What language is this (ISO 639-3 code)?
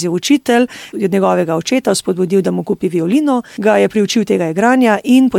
slv